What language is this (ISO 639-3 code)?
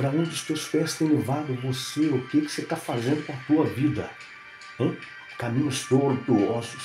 por